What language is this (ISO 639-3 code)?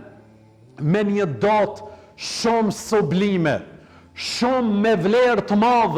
sqi